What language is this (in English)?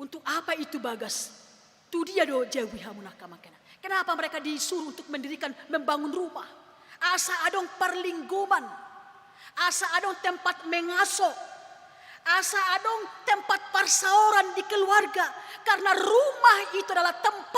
Batak Toba